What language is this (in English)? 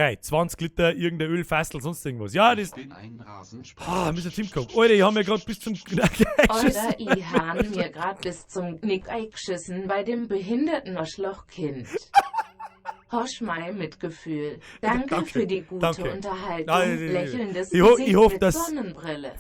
Bavarian